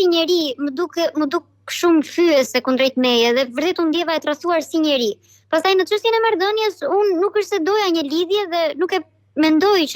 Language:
Albanian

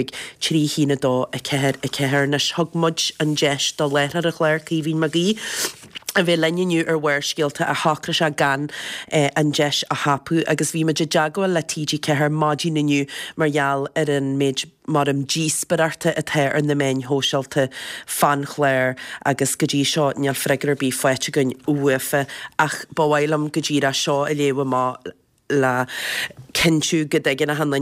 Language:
Irish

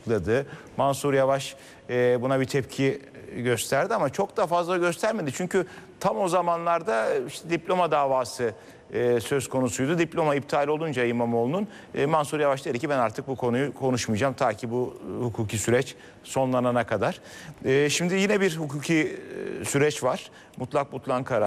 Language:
Turkish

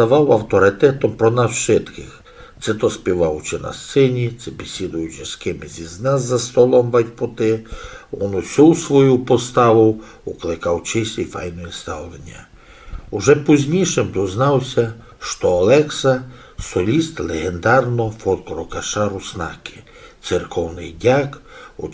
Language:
Rusyn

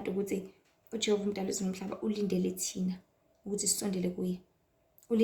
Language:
Zulu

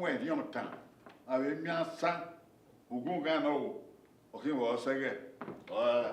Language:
Bini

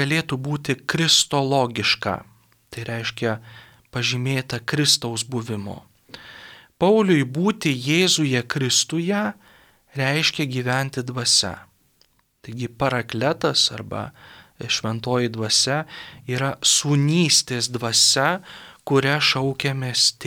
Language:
Lithuanian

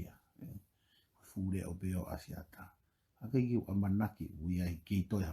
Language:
Tongan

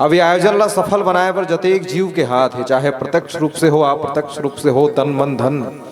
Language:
Chhattisgarhi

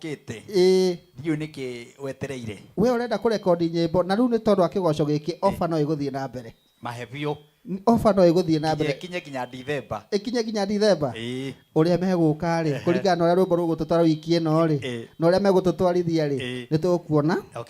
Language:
Kikuyu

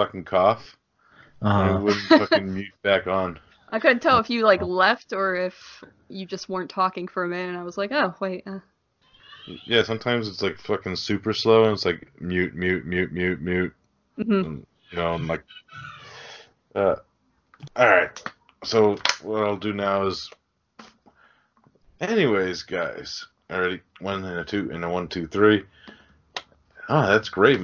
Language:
English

